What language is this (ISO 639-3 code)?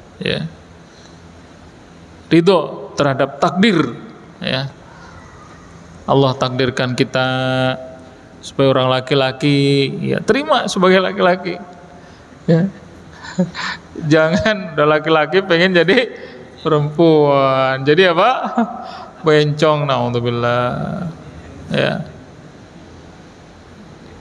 ind